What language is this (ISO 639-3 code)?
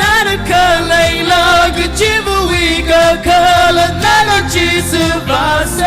nmf